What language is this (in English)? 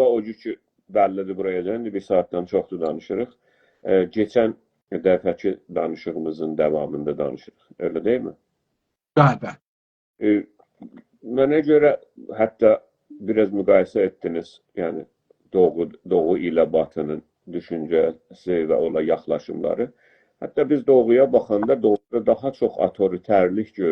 South Azerbaijani